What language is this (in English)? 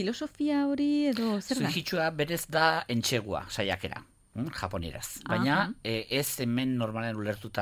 Basque